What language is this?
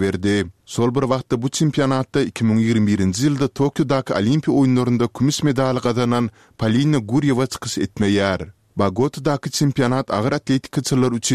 Turkmen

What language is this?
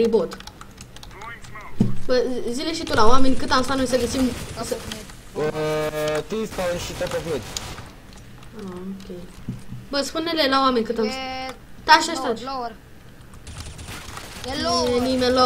Romanian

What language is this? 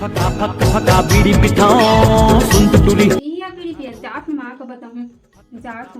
Chhattisgarhi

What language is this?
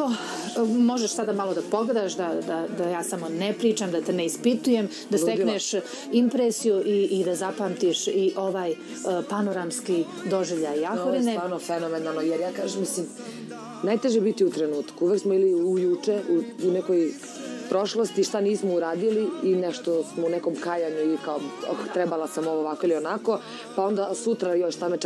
Serbian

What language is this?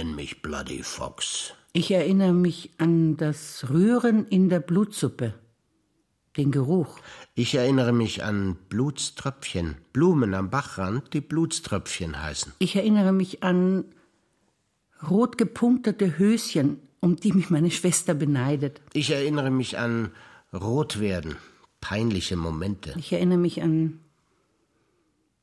German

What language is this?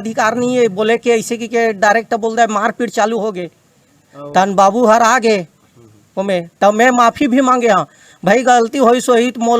Chhattisgarhi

